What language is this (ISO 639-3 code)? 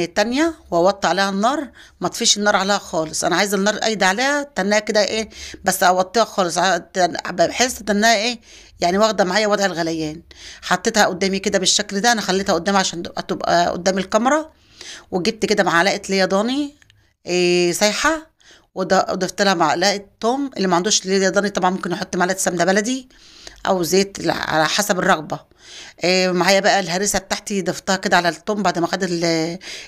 arz